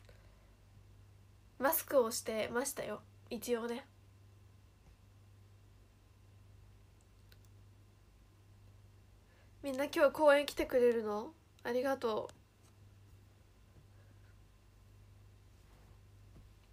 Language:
Japanese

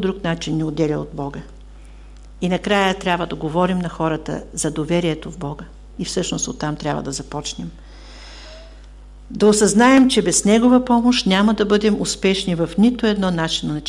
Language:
Bulgarian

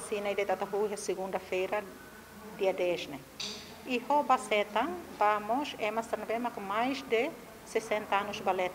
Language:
Tetum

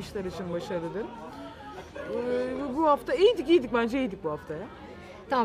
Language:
Turkish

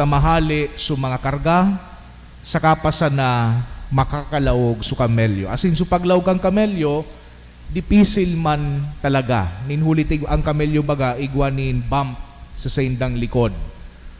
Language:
Bikol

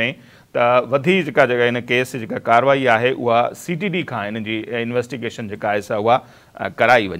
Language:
Sindhi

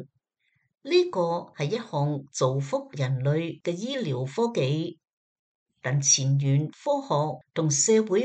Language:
Cantonese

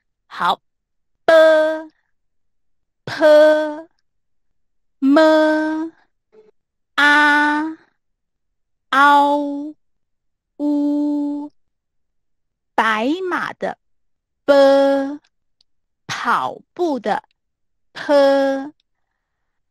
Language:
Chinese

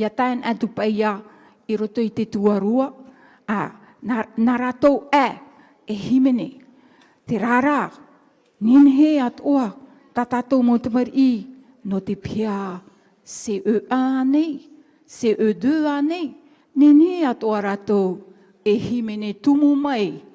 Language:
Tahitian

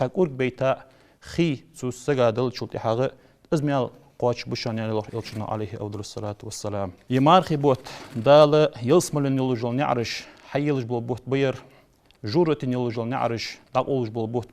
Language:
Ingush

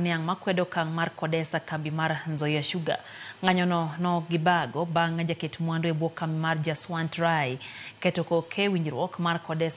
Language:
Luo (Kenya and Tanzania)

